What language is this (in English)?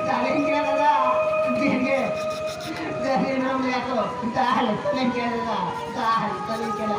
Santali